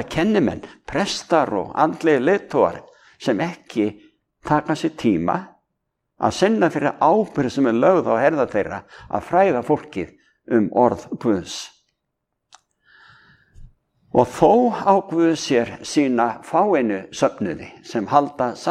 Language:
Icelandic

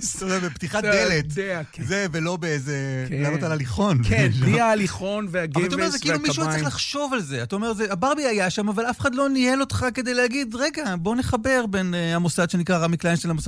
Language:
Hebrew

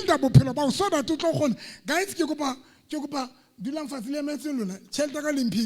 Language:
Southern Sotho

